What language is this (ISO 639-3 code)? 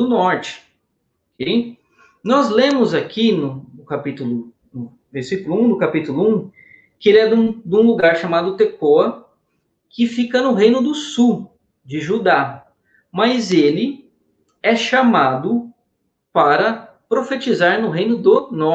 por